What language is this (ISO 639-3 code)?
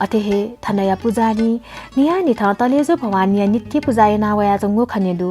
new